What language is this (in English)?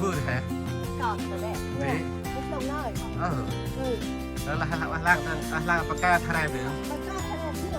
Central Mnong